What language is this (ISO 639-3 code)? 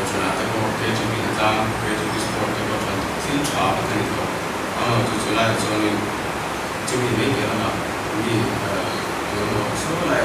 lus